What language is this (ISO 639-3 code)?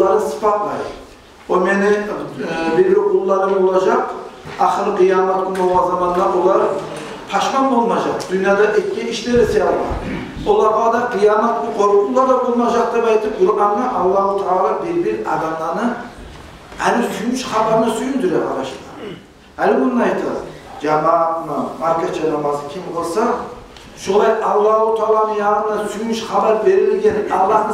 kum